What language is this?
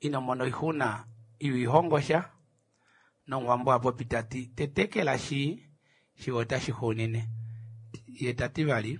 Kuanyama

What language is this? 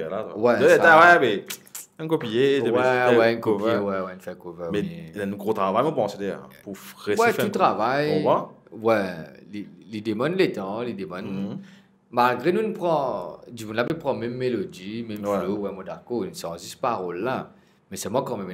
Morisyen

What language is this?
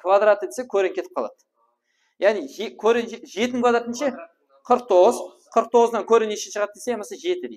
Kara-Kalpak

